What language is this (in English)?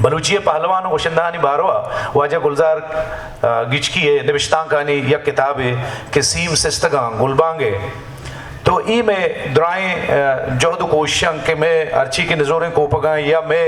Eastern Balochi